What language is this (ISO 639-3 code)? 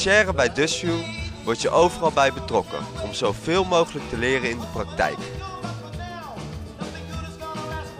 nld